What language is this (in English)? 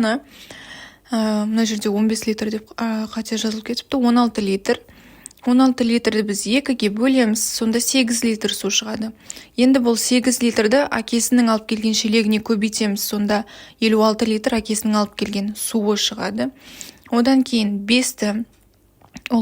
Kazakh